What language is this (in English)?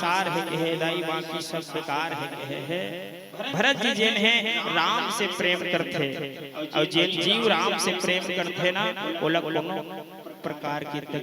Chhattisgarhi